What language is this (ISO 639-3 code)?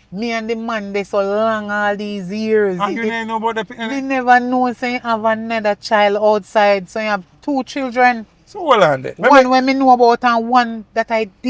jam